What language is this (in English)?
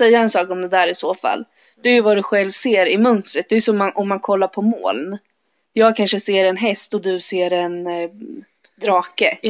Swedish